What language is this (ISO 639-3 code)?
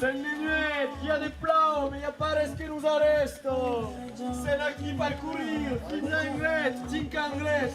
oci